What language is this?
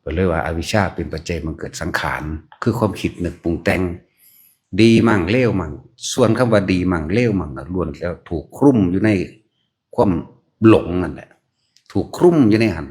Lao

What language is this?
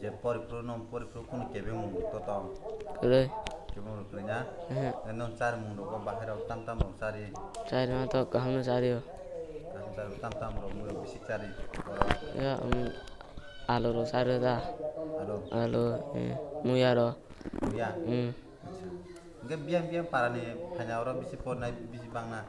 Kok Borok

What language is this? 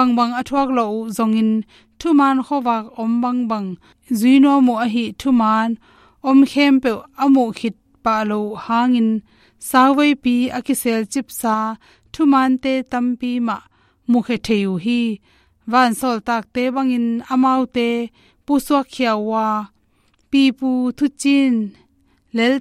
Tedim Chin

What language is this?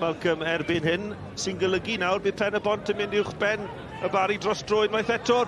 Welsh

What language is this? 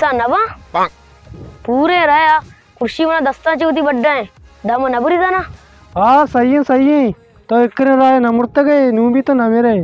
Baluchi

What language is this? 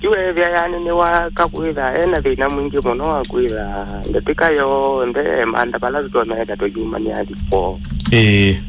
Kamba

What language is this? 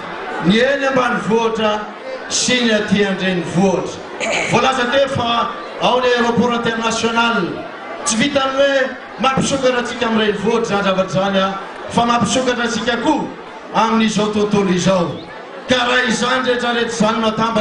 Malagasy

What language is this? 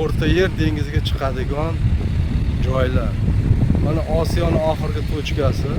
Uzbek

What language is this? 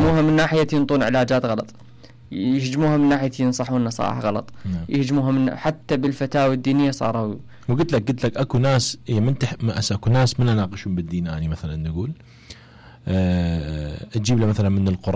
Mesopotamian Arabic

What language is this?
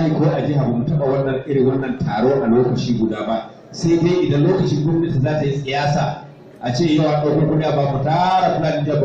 Hausa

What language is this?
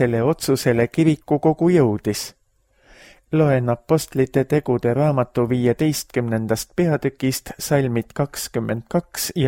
Estonian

